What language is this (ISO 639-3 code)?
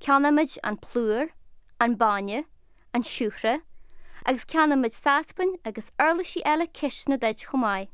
gle